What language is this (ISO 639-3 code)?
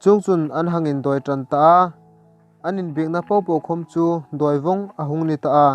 hmr